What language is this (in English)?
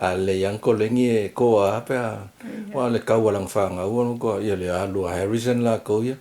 Samoan